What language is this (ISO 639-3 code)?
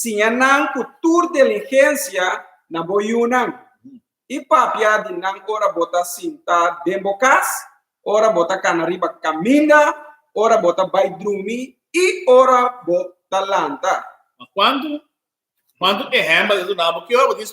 pap